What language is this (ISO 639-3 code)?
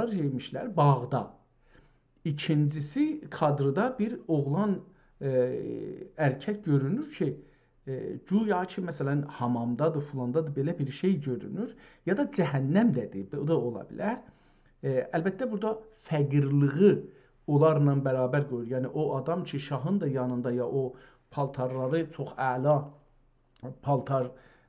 azb